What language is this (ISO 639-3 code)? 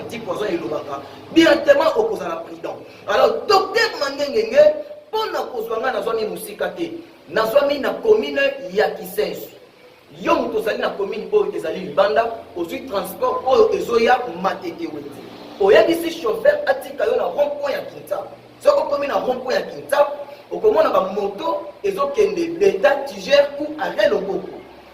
lin